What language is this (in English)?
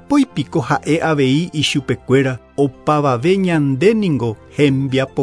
Guarani